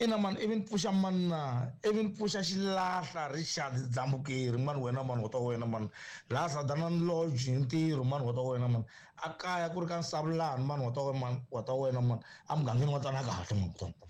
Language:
Tsonga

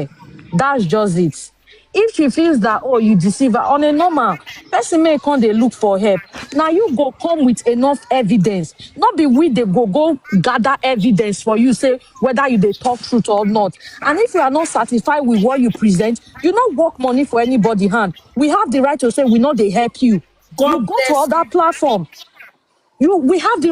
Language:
Nigerian Pidgin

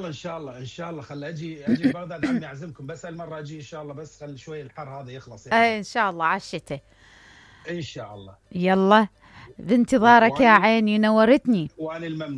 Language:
Mesopotamian Arabic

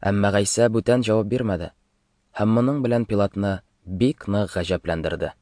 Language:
Tatar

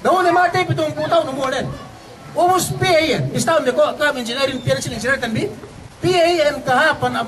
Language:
Yakan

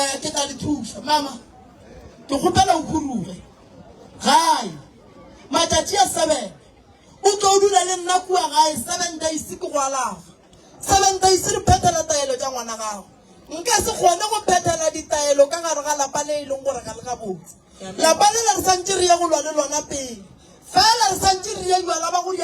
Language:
Northern Sotho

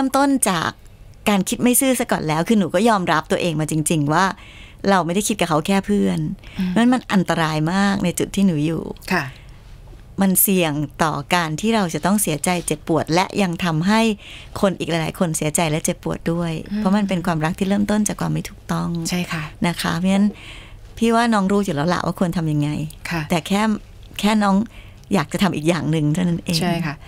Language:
Thai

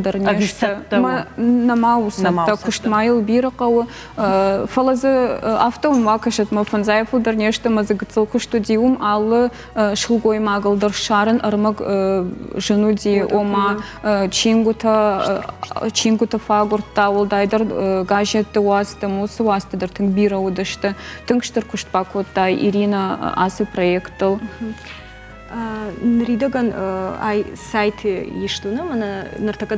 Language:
Ossetic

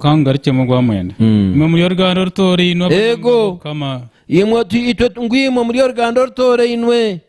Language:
Nyankole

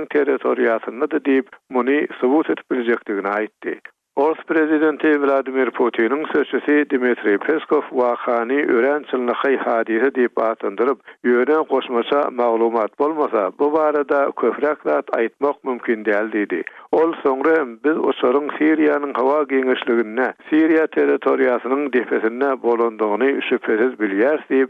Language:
Turkmen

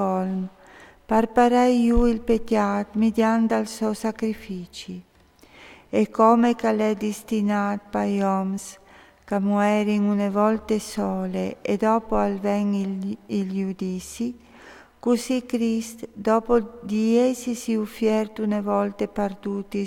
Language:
Friulian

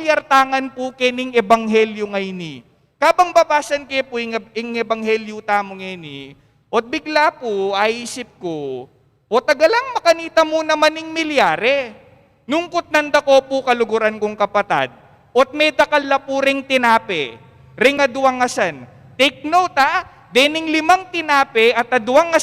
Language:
Pampanga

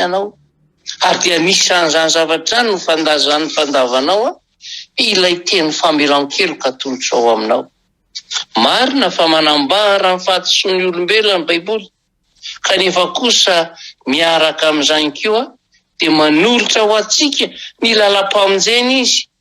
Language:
Malagasy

